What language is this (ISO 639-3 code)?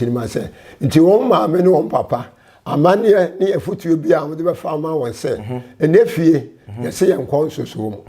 aka